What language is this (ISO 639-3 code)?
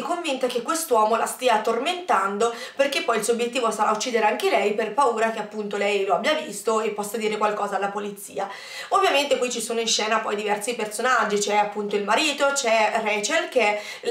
ita